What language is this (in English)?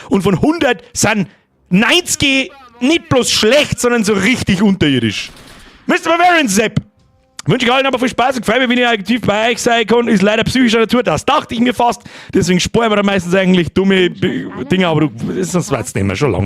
Bavarian